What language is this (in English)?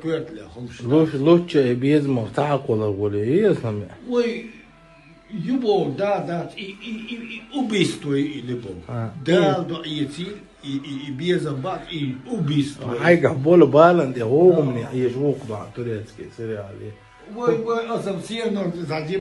Chechen